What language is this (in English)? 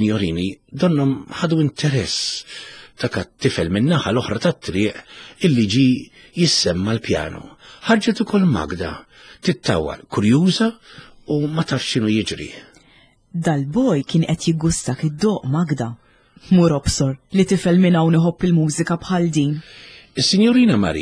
Maltese